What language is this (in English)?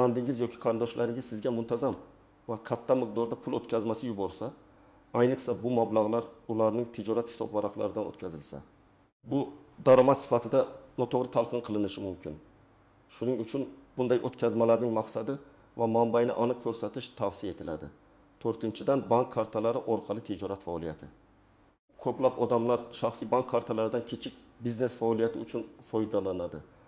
Uzbek